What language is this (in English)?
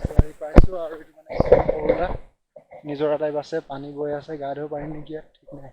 Assamese